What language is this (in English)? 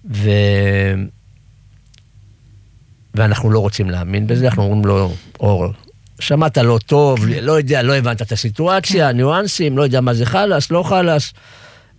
Hebrew